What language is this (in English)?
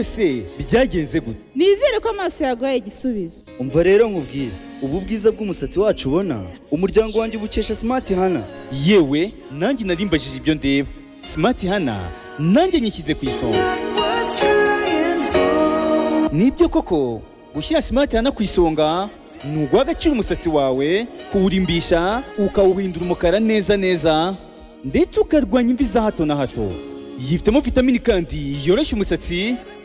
Kinyarwanda